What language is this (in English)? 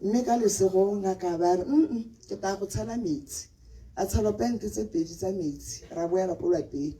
Tswana